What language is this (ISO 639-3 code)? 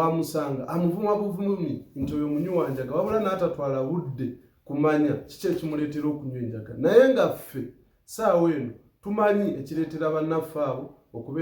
lug